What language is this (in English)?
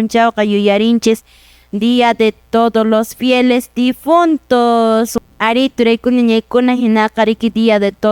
Quechua